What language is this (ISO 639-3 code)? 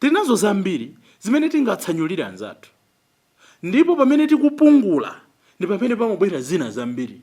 nya